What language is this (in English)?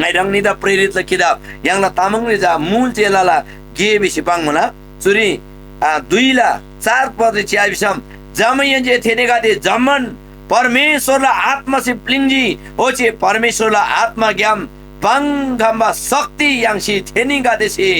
Eastern Tamang